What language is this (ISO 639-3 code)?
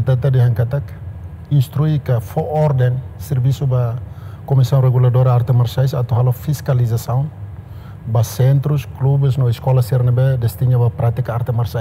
tet